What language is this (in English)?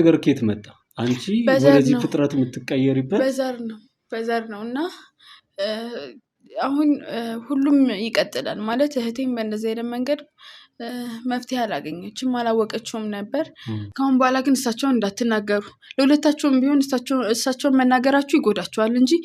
Amharic